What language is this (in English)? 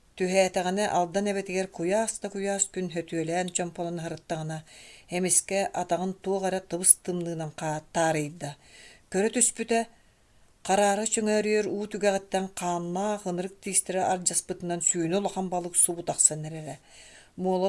Yakut